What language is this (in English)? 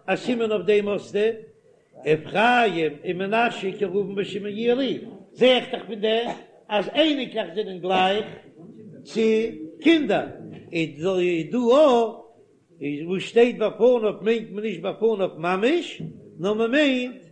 Yiddish